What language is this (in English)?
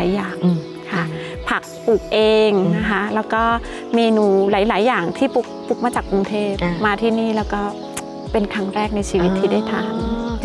Thai